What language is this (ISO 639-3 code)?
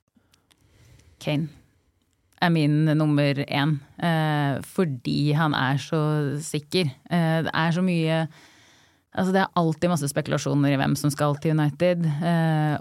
nor